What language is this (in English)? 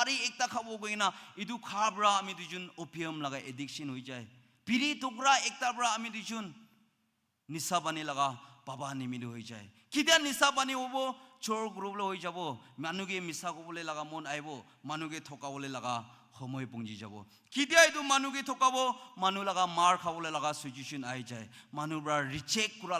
Naga Pidgin